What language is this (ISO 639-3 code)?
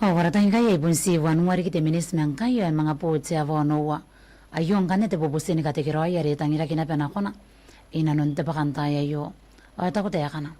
gil